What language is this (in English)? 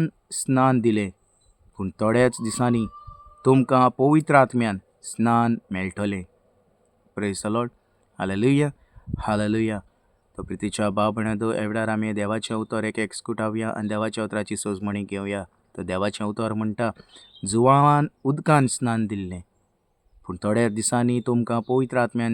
Konkani